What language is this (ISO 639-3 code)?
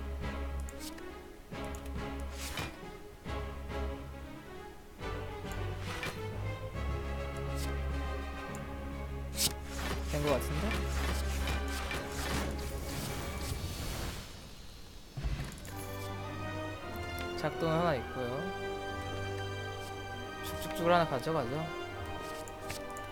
kor